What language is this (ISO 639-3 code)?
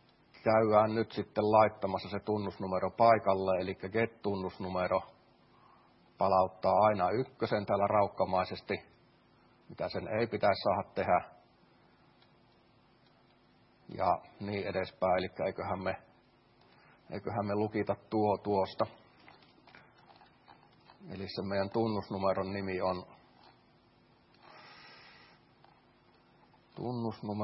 fin